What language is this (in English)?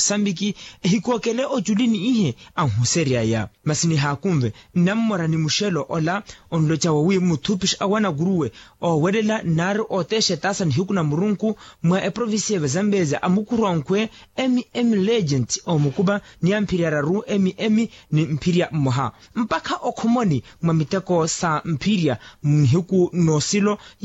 Makhuwa